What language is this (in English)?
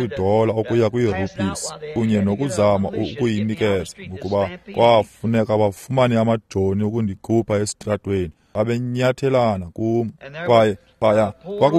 Xhosa